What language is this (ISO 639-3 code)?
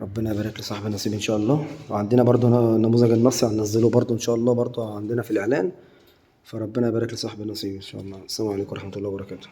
arz